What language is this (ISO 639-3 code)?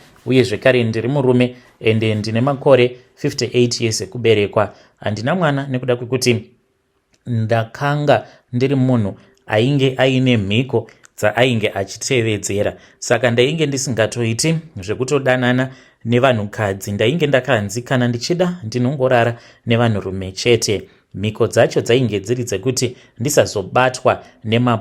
sna